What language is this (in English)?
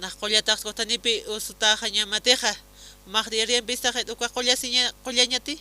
Aymara